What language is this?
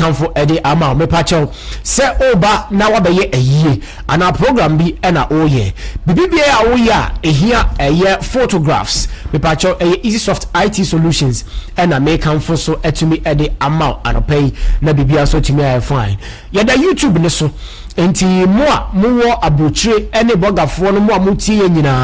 Akan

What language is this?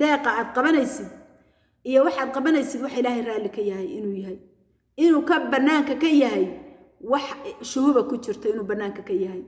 Somali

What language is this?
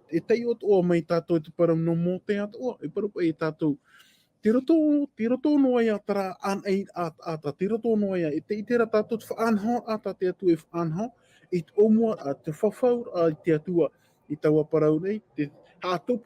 Tahitian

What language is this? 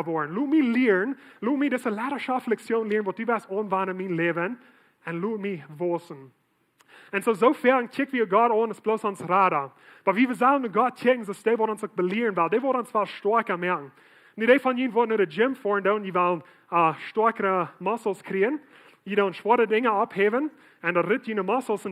Plautdietsch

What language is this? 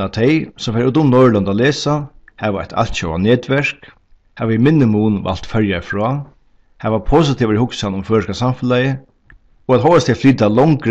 Faroese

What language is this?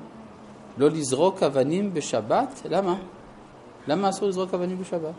Hebrew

